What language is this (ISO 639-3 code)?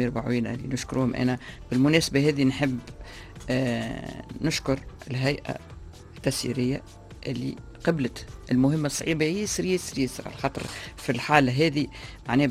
aeb